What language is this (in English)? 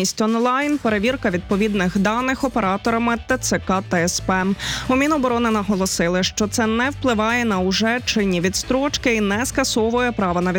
Ukrainian